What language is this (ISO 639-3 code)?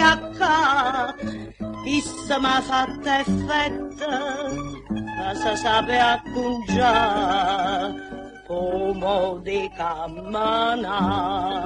nap